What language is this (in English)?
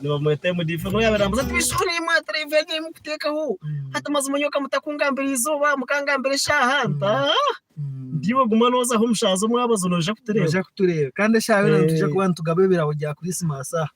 Nyankole